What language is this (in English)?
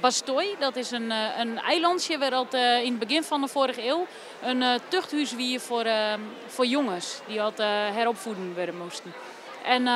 Western Frisian